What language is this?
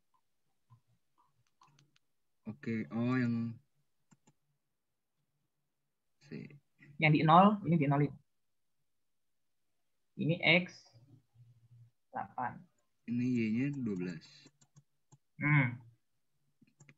Indonesian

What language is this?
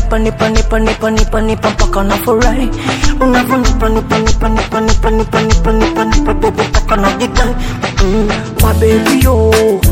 Swahili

